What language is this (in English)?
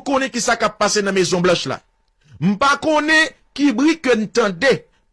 Haitian Creole